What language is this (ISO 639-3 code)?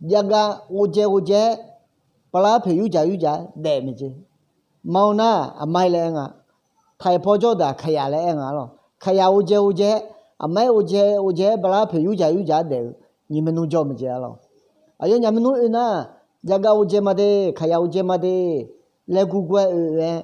ahk